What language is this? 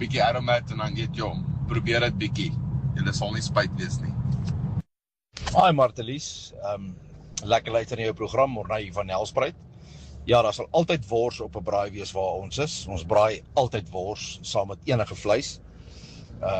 Afrikaans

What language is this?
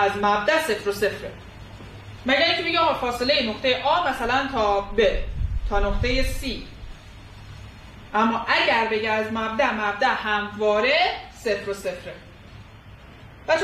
Persian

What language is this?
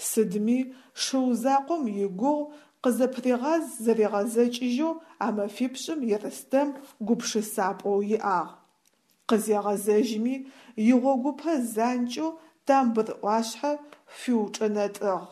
Adyghe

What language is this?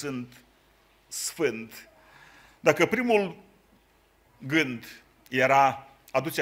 Romanian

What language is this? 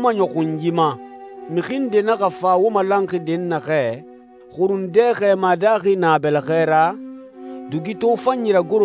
Susu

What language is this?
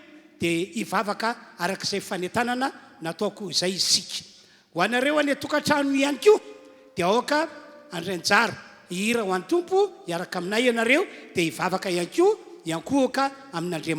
Malagasy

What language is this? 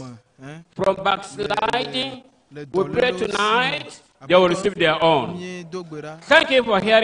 Ewe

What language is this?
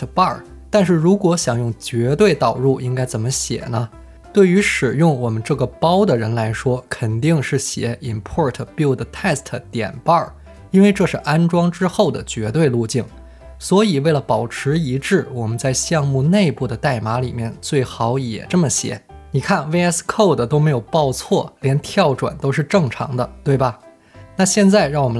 Chinese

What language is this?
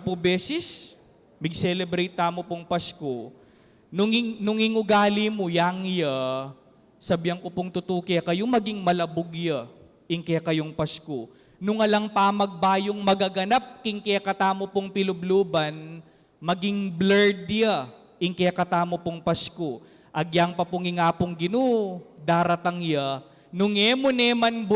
Pampanga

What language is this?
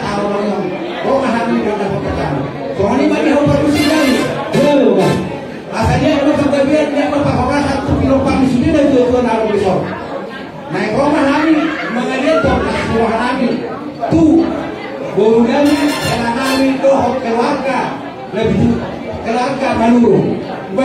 Batak Toba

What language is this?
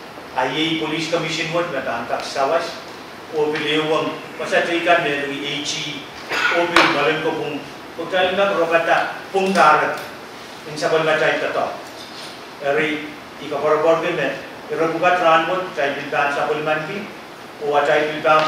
Pohnpeian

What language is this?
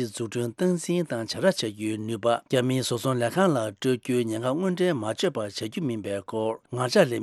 Tibetan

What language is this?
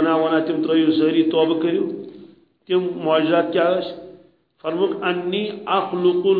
Kashmiri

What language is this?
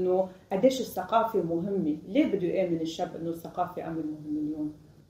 North Levantine Arabic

